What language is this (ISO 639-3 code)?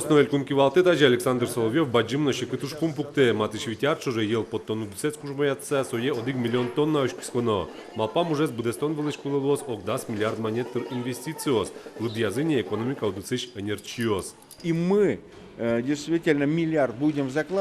udm